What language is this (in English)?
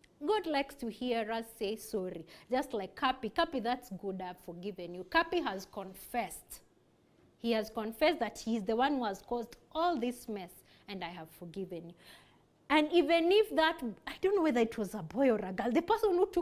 English